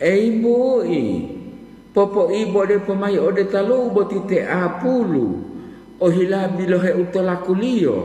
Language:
Gorontalo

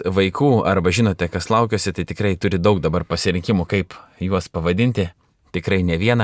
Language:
Lithuanian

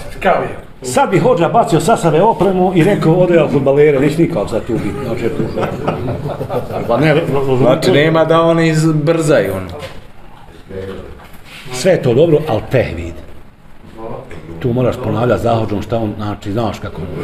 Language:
Bosnian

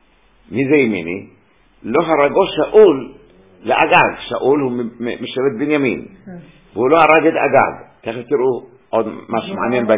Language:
Hebrew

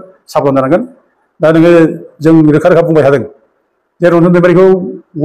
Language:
Bodo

